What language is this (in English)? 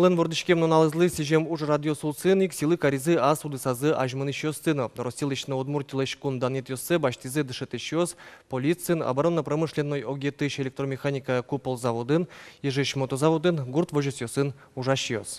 Udmurt